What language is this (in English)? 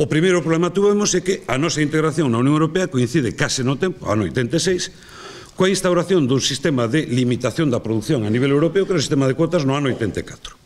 Galician